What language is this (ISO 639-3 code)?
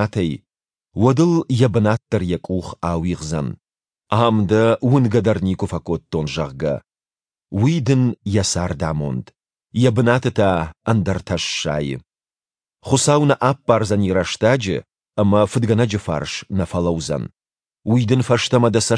oss